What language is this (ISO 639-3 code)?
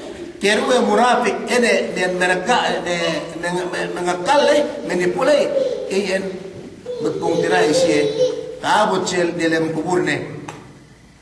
yka